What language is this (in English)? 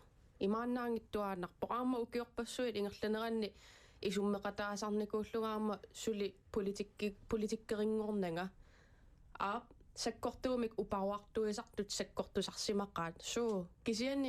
Kalaallisut